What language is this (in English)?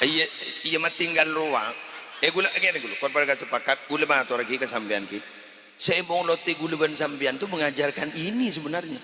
Madurese